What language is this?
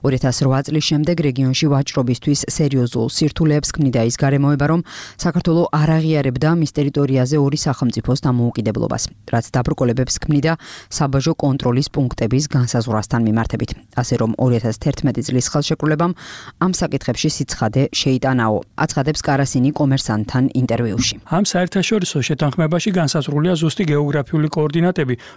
Georgian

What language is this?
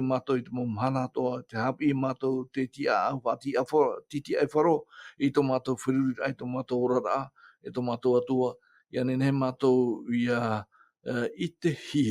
Tahitian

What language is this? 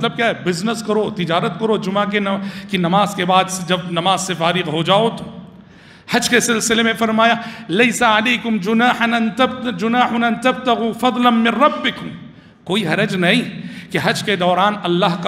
Urdu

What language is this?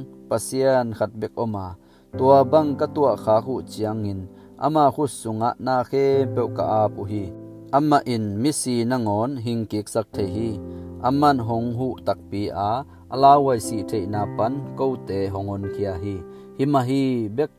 Tedim Chin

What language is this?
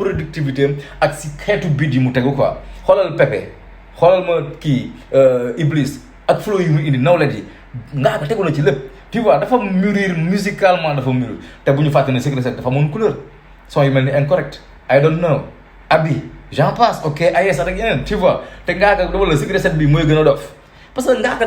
Wolof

